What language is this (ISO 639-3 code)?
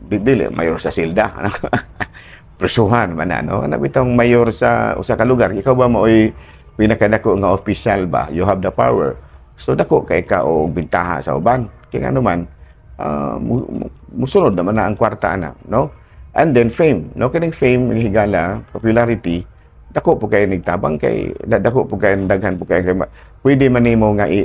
ceb